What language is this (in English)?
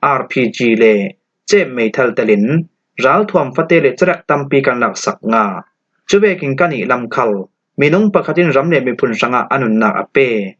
Falam Chin